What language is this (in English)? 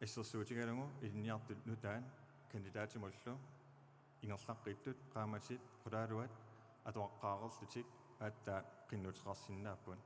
Kalaallisut